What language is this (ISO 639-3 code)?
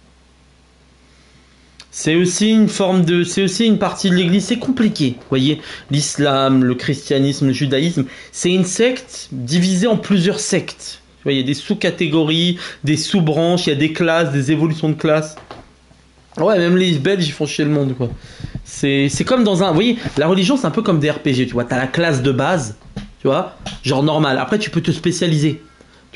fra